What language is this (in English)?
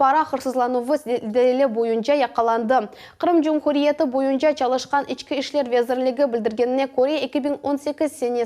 Crimean Tatar